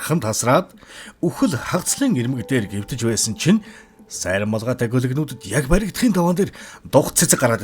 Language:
Mongolian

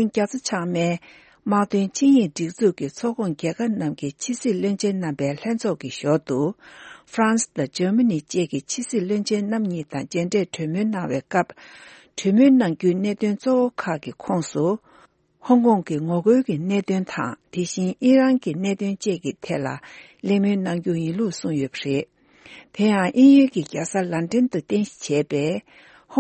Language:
Tibetan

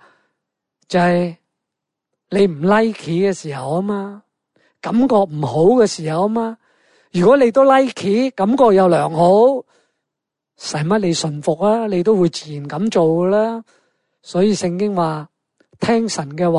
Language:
Cantonese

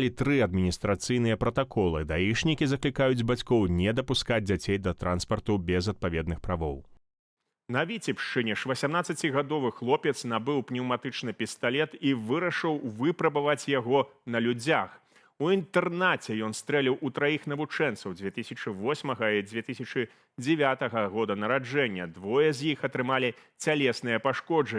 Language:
Belarusian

